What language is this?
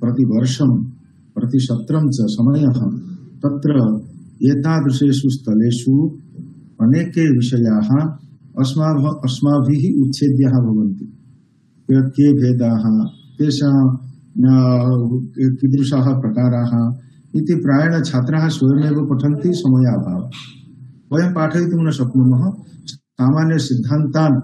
Sanskrit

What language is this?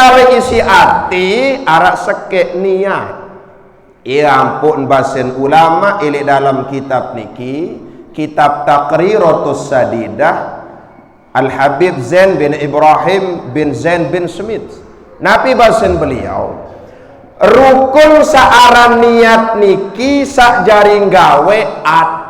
Sasak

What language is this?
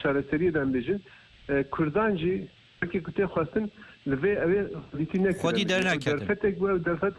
Kurdish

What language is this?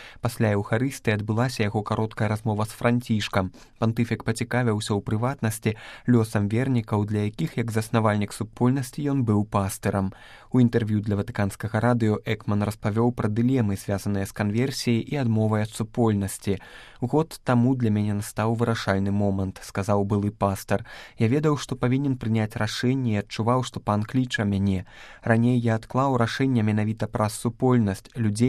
Belarusian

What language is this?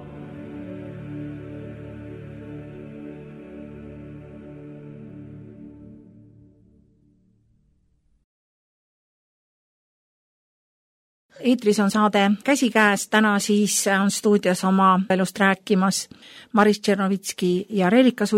Estonian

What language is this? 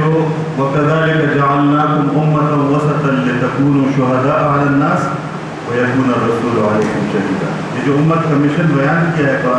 Urdu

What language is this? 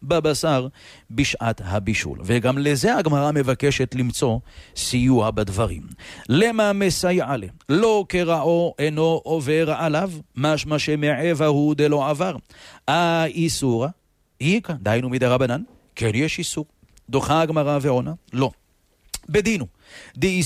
Hebrew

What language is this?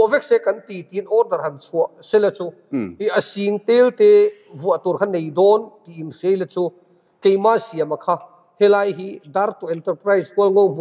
Mizo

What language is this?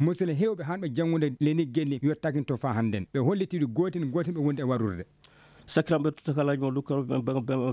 Fula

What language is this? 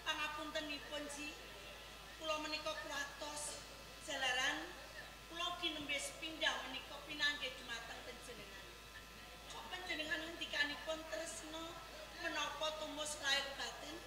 Javanese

